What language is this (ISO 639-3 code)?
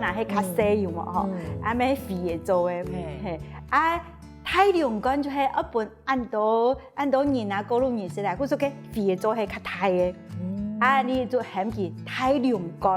hak